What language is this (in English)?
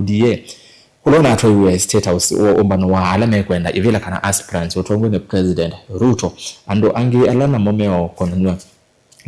Kamba